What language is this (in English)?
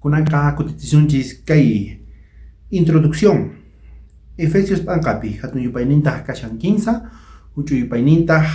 South Bolivian Quechua